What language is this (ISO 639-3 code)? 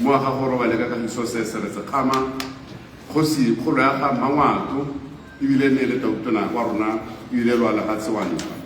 tsn